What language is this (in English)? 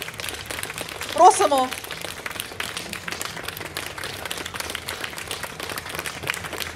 Ukrainian